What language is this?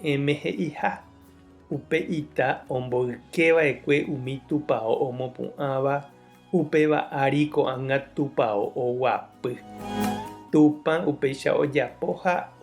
Guarani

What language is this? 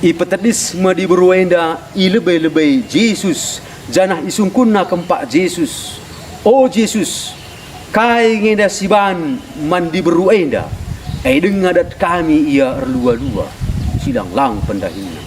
Batak Karo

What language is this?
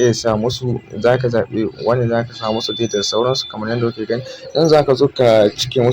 Hausa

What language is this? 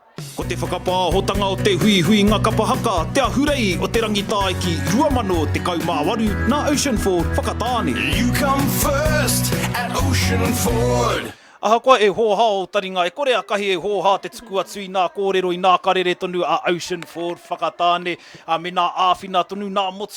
Māori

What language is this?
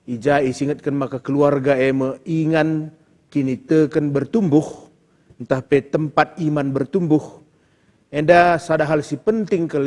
Batak Karo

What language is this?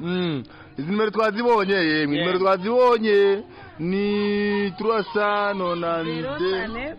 Rundi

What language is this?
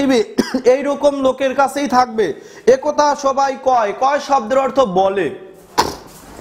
Bangla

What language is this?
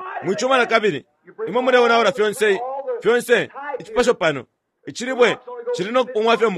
Bemba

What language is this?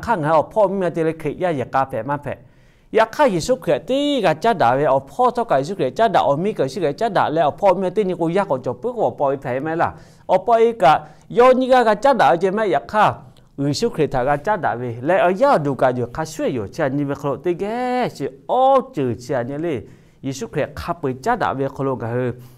Lahu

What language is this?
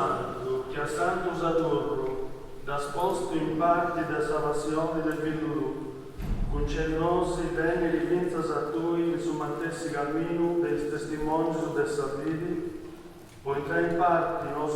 Sardinian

